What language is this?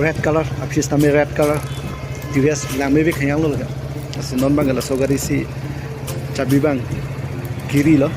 Karbi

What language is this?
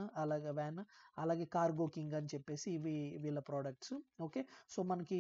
Telugu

